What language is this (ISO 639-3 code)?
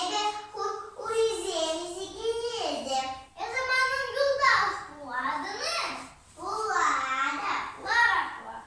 chv